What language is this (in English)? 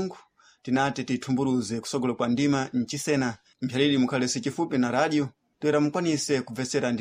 Sena